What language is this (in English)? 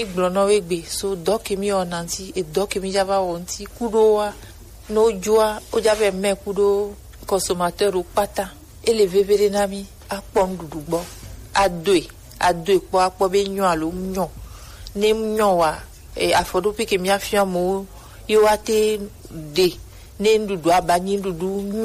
Gen